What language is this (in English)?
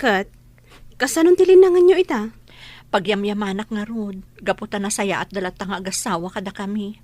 Iloko